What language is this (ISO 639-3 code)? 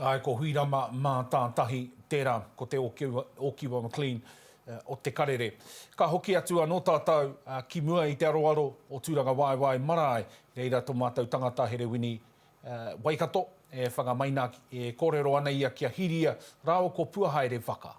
mri